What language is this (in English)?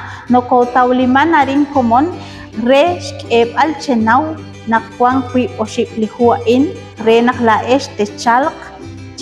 Kekchí